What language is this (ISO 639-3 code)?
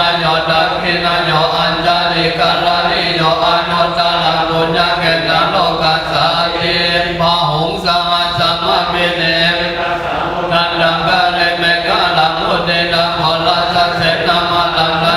pli